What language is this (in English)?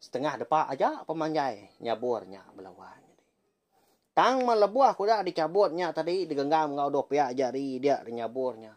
Iban